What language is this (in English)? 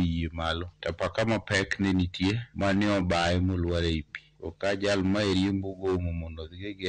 Luo (Kenya and Tanzania)